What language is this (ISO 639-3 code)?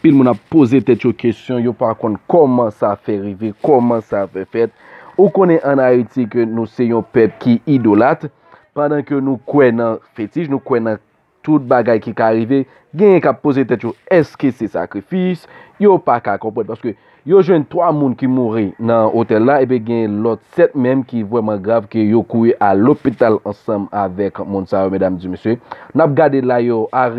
hat